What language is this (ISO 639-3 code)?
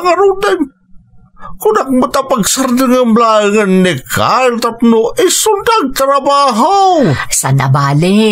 ilo